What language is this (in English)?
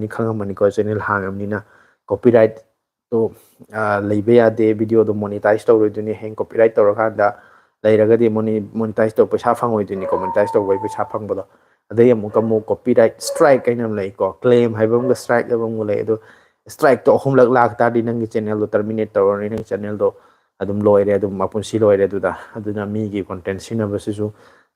Manipuri